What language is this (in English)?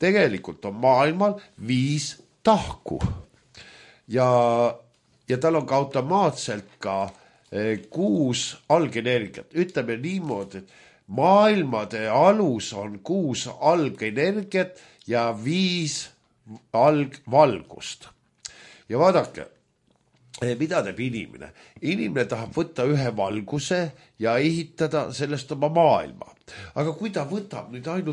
Estonian